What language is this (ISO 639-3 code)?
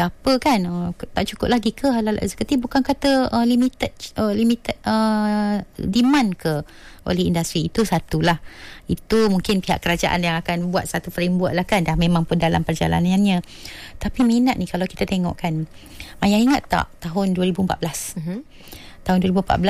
msa